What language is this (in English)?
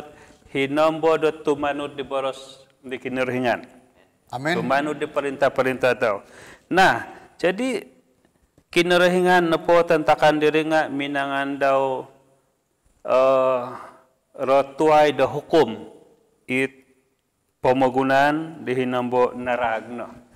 Central Dusun